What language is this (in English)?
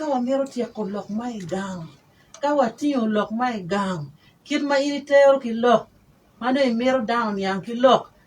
Acoli